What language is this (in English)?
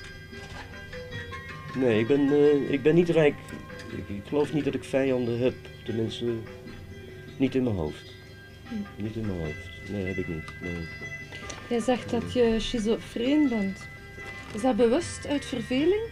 Dutch